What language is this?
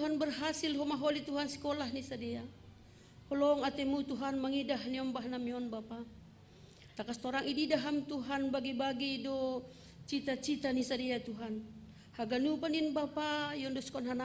Batak Simalungun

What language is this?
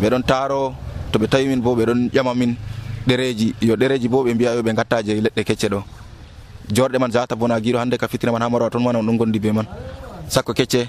Nigerian Fulfulde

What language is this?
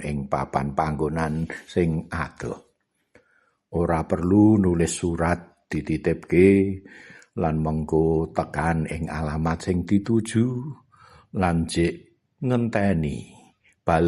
Javanese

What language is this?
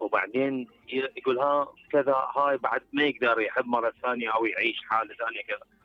Mesopotamian Arabic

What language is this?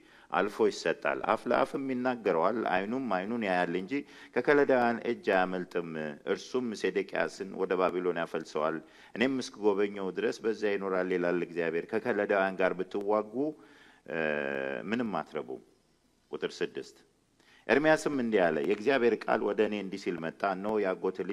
Amharic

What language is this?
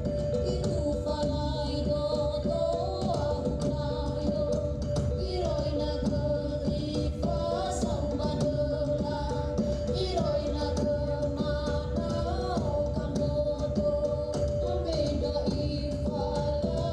Nias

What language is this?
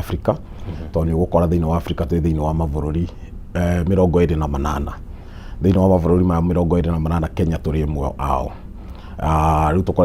Kikuyu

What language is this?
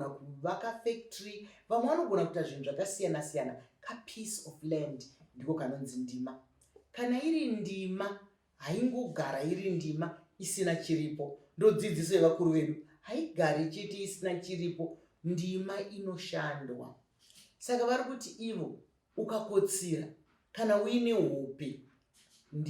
Shona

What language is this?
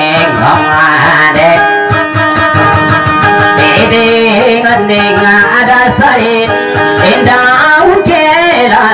Indonesian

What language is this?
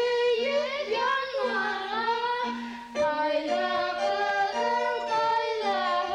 Bashkir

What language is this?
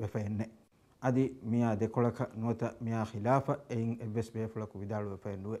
Divehi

